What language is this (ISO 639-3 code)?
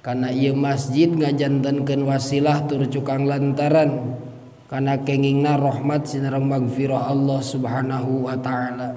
sun